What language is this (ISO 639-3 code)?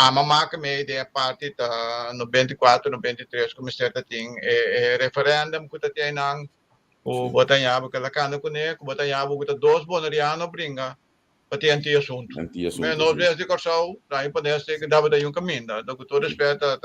pap